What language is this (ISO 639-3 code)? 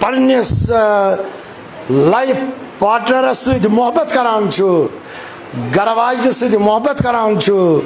kas